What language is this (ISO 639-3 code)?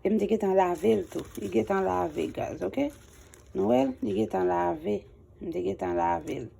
hat